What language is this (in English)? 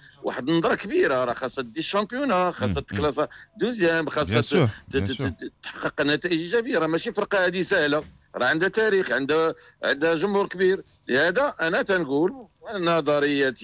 Moroccan Arabic